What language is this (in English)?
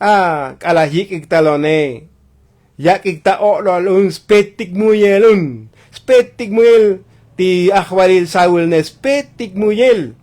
Tzotzil